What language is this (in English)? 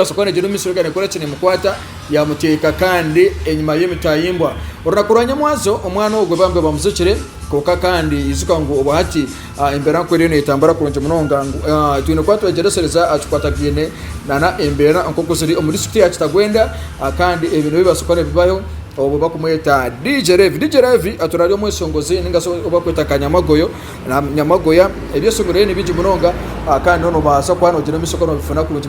Nyankole